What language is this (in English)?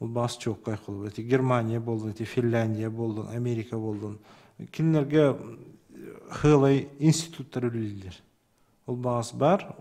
Yakut